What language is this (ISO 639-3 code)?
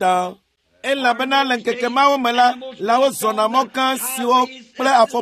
ewe